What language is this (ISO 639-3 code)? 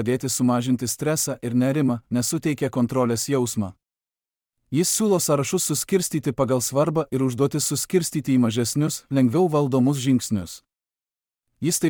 lit